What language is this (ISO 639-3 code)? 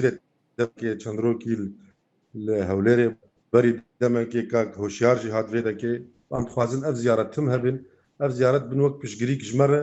kur